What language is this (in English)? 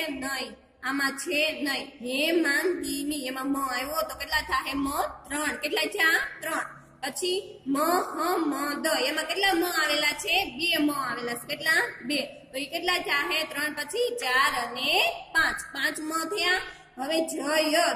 Gujarati